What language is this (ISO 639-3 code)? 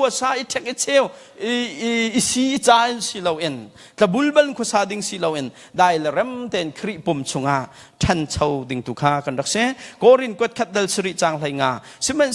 cnh